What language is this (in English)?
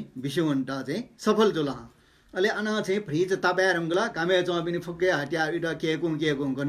Newari